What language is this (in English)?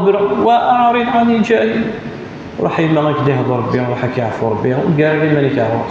Kabyle